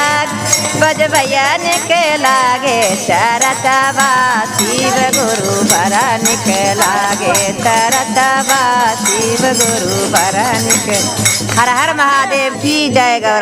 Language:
Magahi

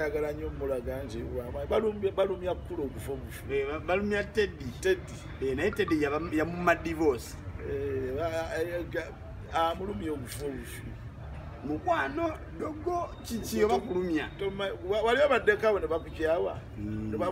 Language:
Ganda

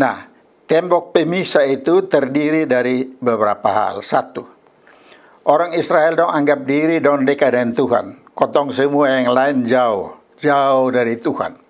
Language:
Kupang Malay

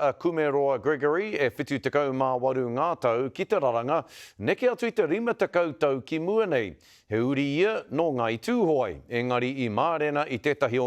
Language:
Māori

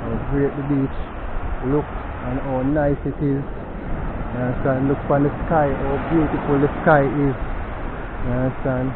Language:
Jamaican Creole English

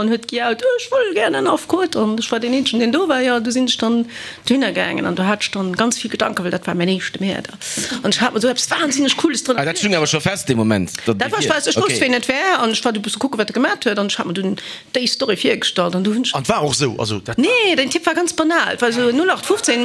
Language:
Luxembourgish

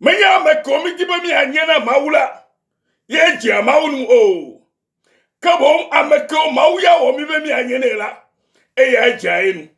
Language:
Ewe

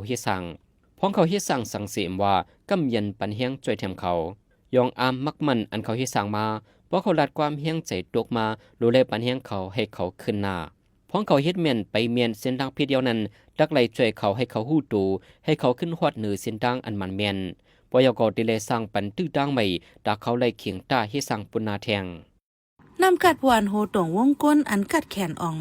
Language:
Shan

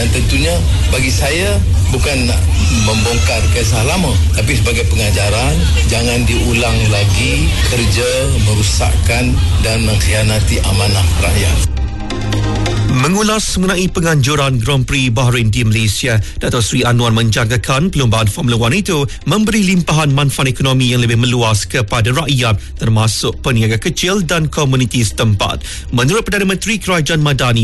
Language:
Malay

